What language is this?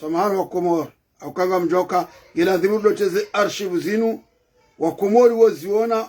Ngazidja Comorian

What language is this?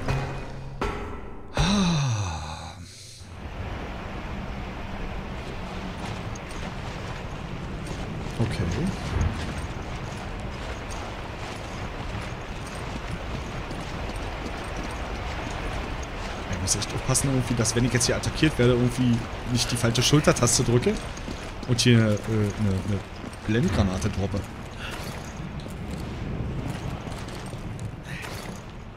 German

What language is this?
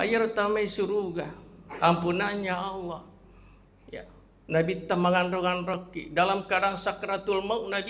Buginese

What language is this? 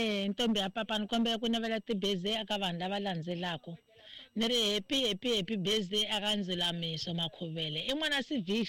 Tsonga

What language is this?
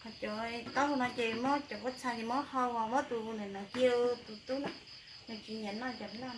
Hmong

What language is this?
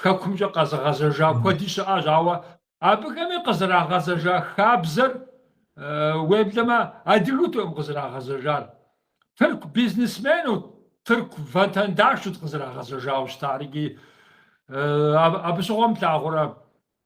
Kabardian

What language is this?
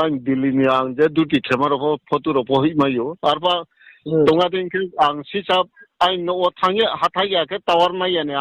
Riang (India)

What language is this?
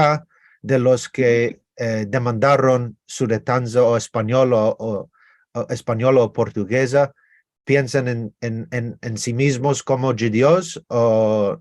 Ladino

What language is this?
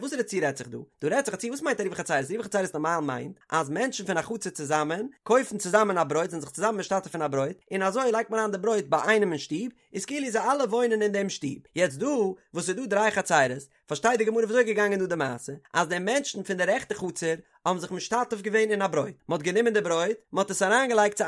Yiddish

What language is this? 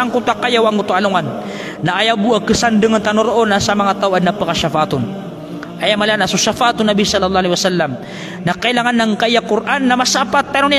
Maranao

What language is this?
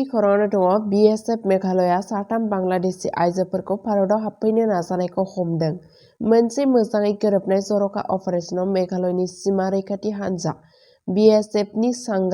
Bodo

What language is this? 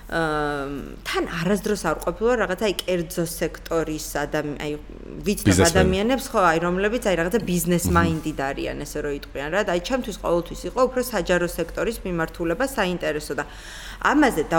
Georgian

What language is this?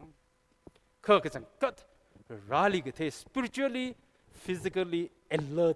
Tangkhul Naga (India)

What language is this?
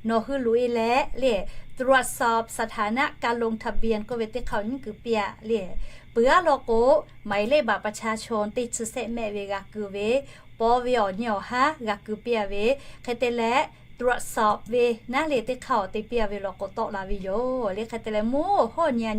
Lahu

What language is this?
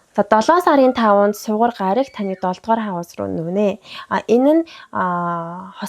Mongolian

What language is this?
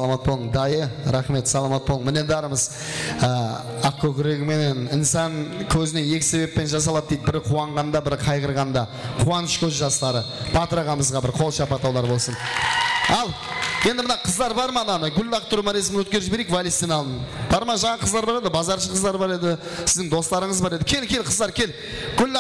Kara-Kalpak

